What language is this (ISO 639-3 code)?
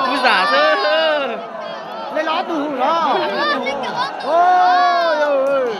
hmn